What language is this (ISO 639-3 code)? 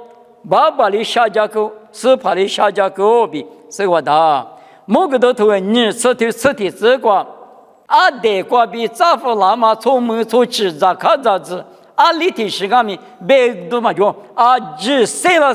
lis